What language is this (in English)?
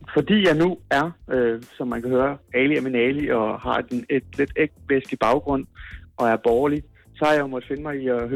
Danish